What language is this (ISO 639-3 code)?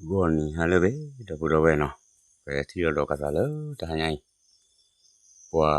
ksw